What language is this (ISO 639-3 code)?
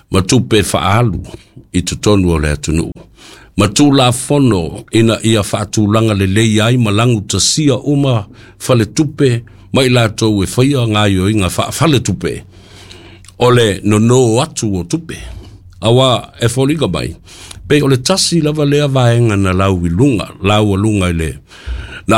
smo